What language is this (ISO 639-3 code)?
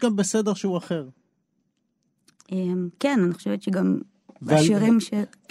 heb